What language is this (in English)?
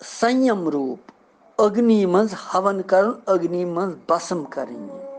Kashmiri